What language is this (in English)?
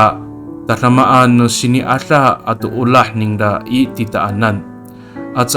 Amis